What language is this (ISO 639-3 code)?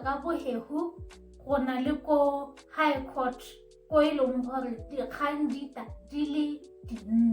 tsn